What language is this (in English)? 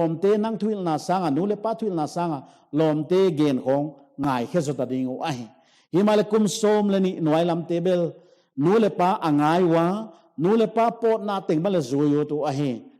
Paite Chin